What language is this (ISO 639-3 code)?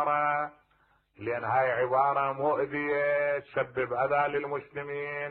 acm